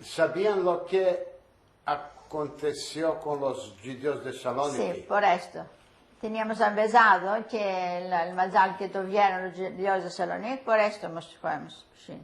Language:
Ladino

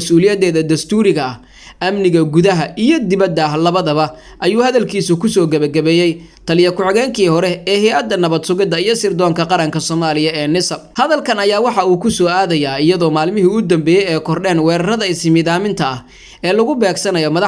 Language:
Somali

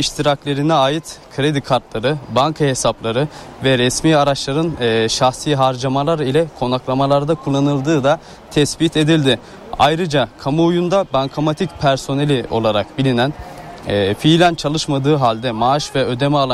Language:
Turkish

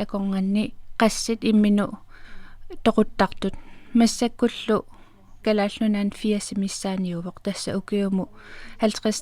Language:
Kalaallisut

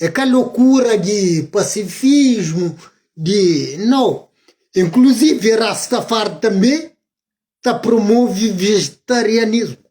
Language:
Kabuverdianu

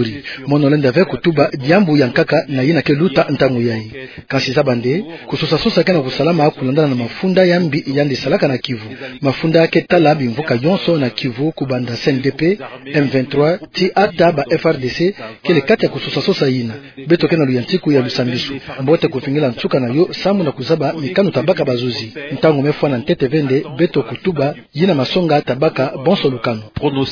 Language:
Kituba (Democratic Republic of Congo)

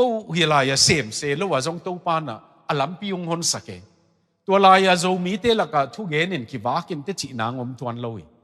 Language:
Tedim Chin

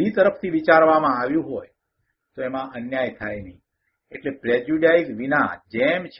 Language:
Gujarati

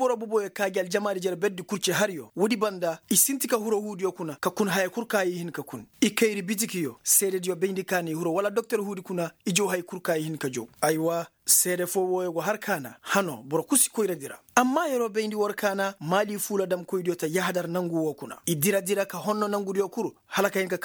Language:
Koyraboro Senni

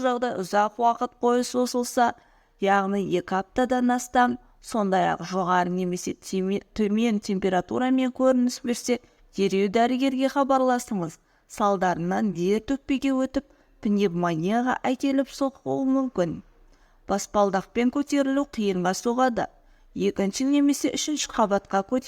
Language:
Kazakh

